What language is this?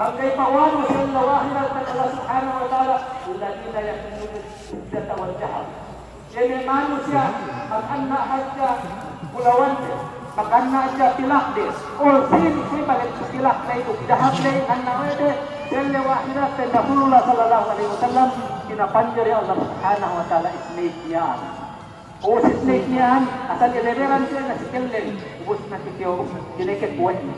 Yakan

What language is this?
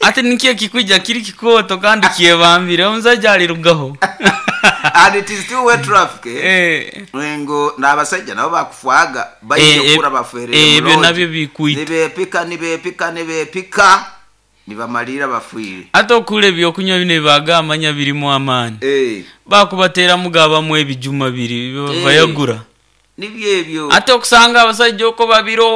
Nyoro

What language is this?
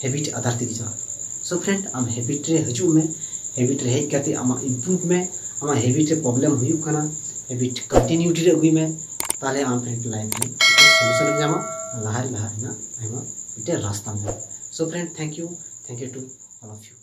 Santali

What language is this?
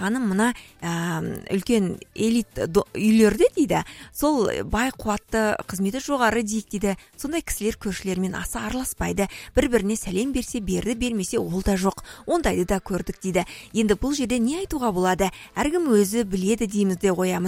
Kazakh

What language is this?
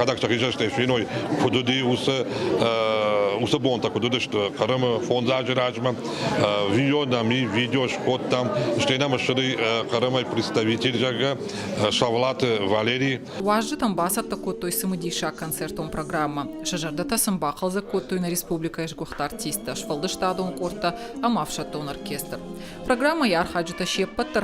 Ossetic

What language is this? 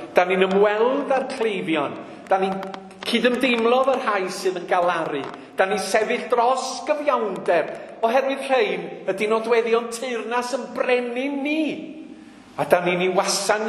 Welsh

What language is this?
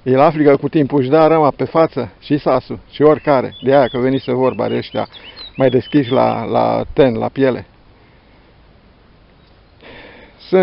Romanian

